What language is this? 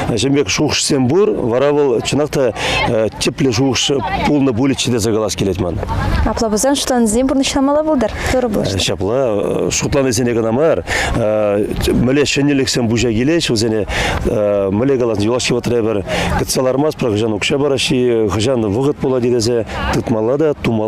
Chuvash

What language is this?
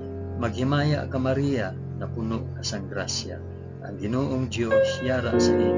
Hiligaynon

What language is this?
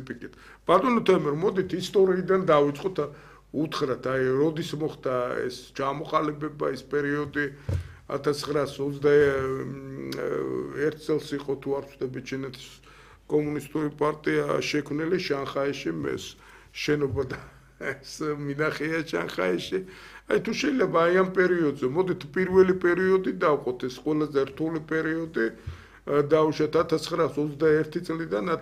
Georgian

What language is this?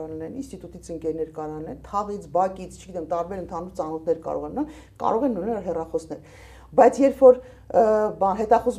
Armenian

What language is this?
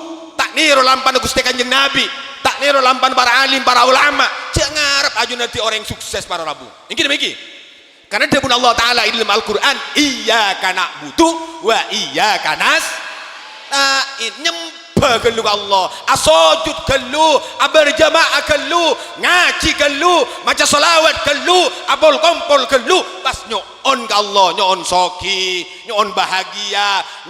Madurese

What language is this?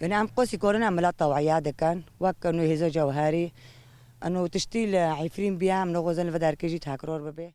Kurdish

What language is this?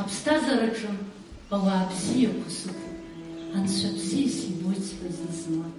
Abkhazian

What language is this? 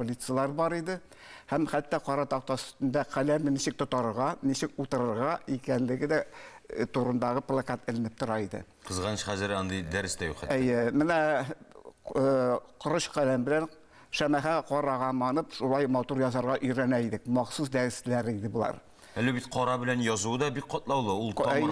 Tatar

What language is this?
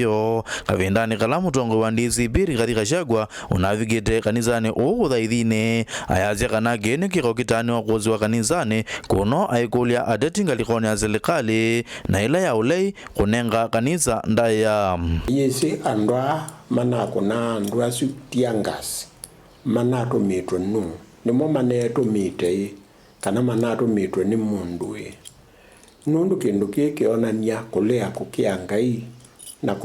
Kamba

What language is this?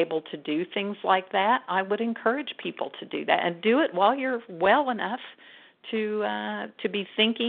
English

